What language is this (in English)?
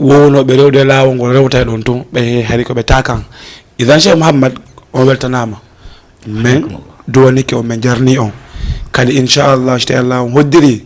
Fula